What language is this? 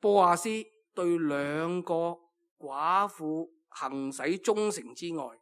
Cantonese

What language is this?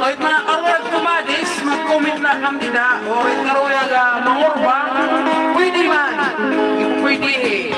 Waray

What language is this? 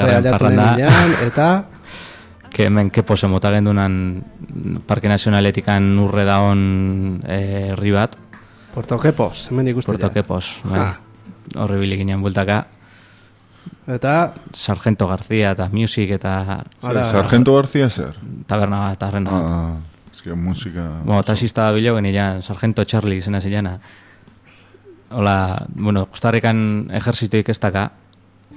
Basque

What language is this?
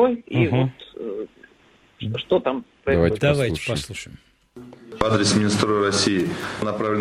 Russian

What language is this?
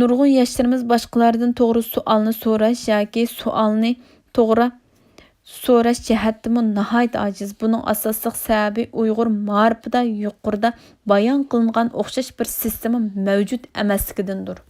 Uyghur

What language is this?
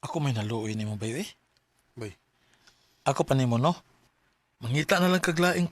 Cebuano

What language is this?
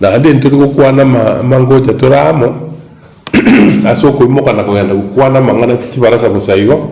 Gusii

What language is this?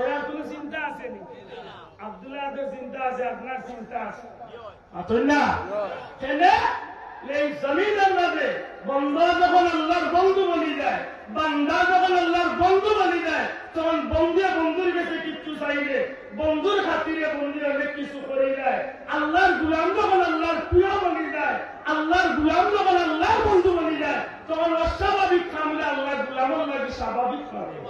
Sylheti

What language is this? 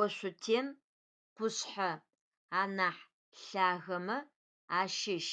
Adyghe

